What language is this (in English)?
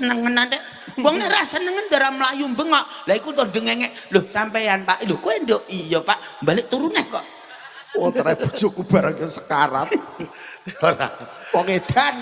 Javanese